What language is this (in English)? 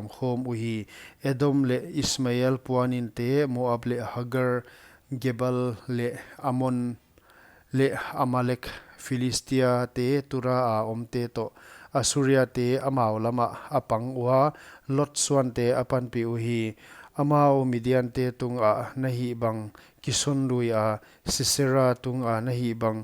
Paite Chin